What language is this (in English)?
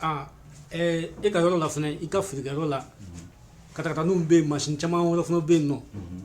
Bambara